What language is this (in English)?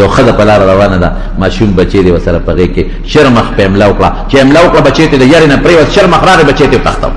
Pashto